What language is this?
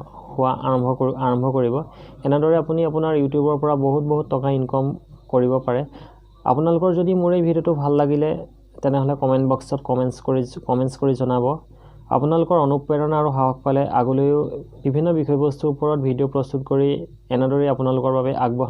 Assamese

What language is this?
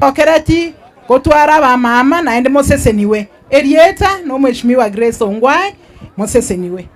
Gusii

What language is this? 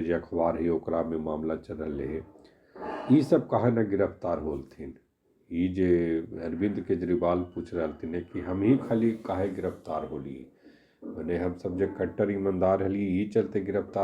Magahi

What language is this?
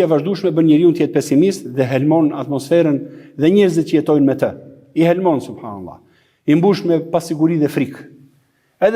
Albanian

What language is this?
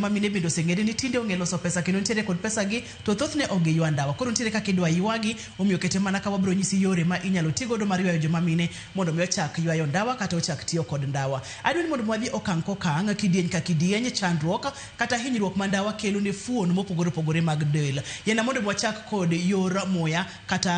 Luo (Kenya and Tanzania)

